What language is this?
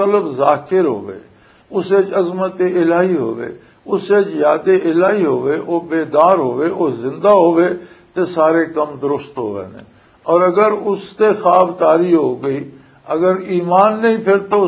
Western Panjabi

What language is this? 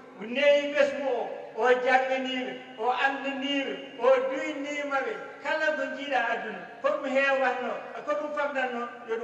Wolof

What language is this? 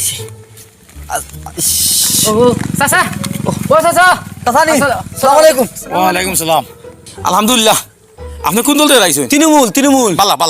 Sylheti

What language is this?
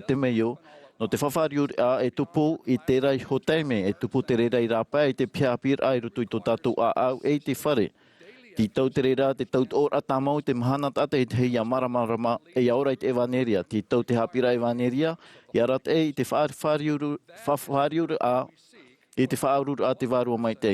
Tahitian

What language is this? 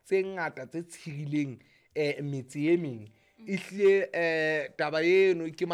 Southern Sotho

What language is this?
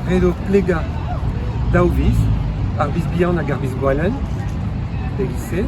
Breton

